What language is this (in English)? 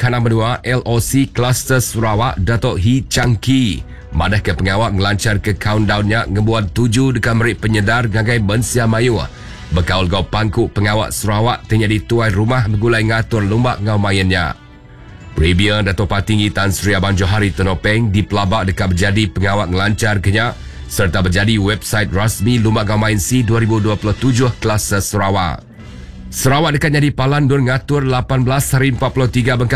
Iban